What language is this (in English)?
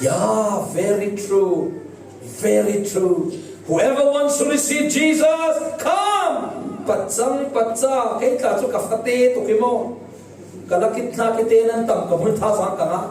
Falam Chin